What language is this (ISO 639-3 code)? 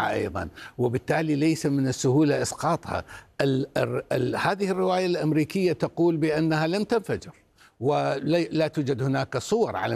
ara